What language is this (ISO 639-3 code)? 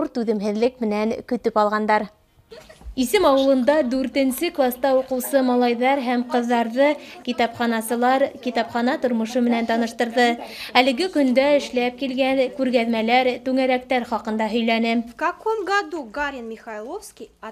bak